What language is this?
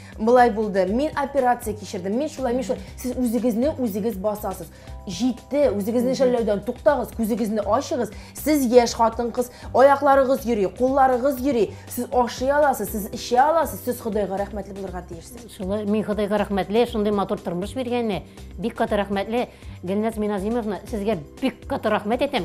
Tatar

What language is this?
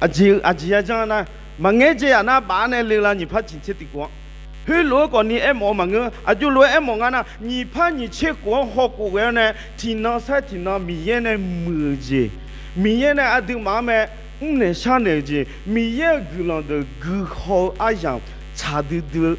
Akha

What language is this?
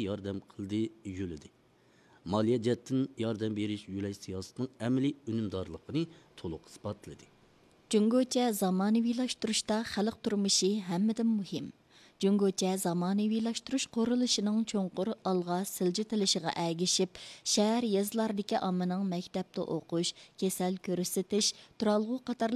Uyghur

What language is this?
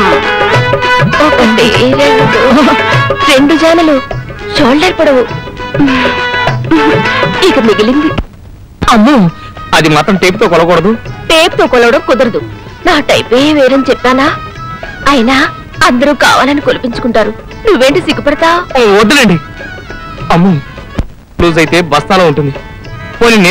Telugu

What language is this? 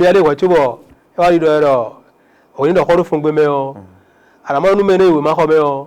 Fon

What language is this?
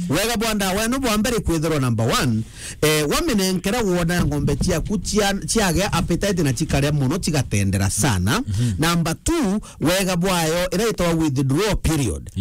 Meru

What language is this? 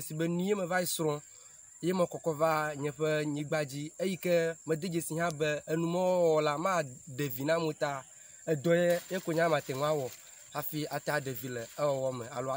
Ewe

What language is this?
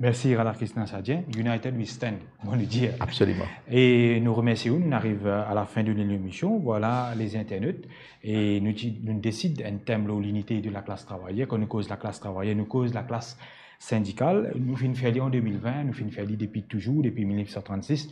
Morisyen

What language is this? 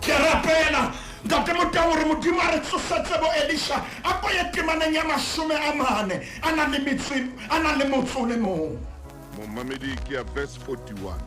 Southern Sotho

